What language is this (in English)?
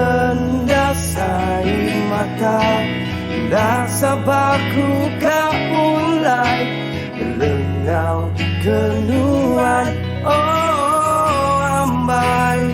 Iban